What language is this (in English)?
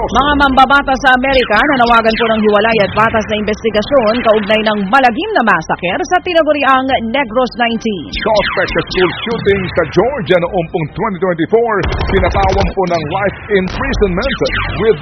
Filipino